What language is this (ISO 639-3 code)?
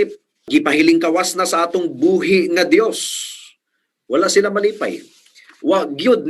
ceb